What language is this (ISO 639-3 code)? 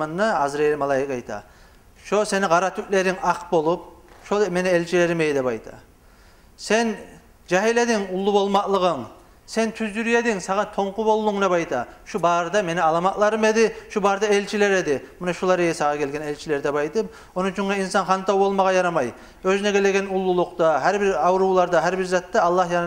kum